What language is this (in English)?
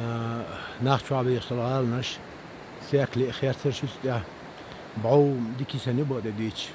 Chechen